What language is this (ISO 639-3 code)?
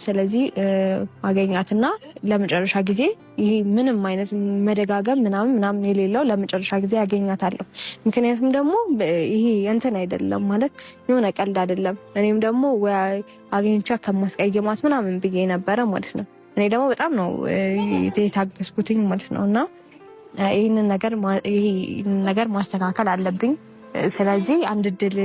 amh